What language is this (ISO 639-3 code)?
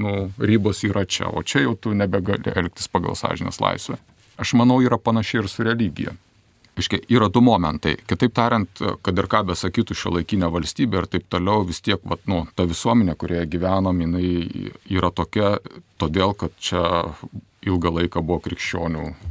lit